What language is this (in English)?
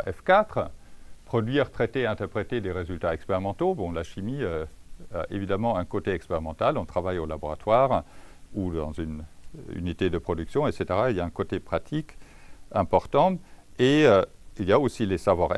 French